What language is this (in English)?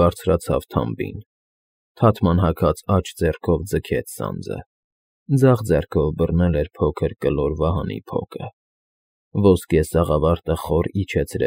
Armenian